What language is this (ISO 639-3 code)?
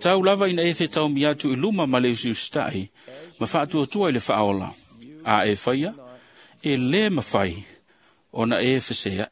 smo